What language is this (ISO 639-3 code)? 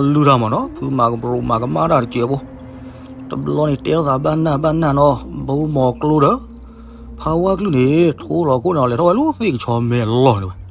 ksw